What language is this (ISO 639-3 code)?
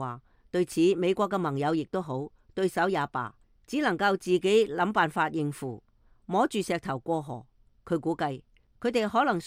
yue